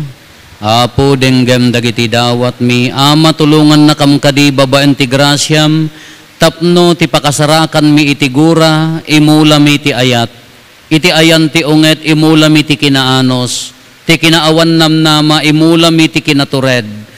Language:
Iloko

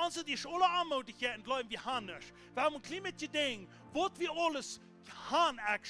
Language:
Plautdietsch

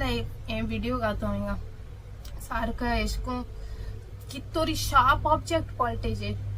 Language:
Konkani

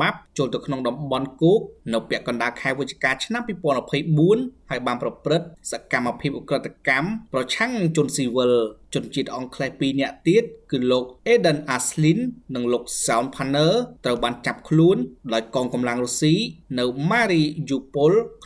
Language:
Khmer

